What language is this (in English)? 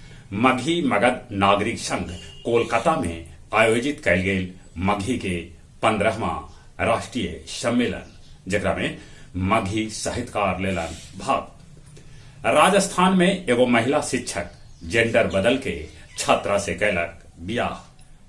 Magahi